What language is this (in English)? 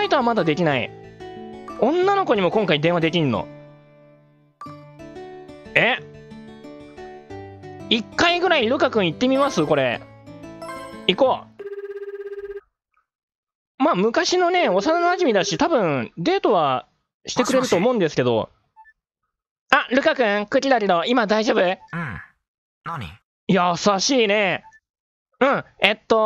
Japanese